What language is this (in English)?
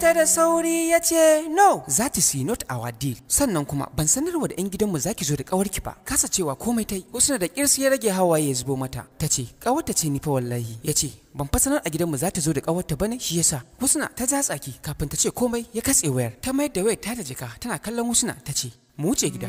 Hausa